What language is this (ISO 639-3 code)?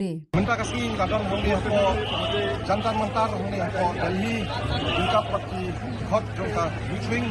kha